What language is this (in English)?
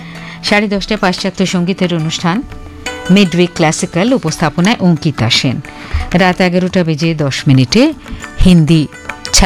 Bangla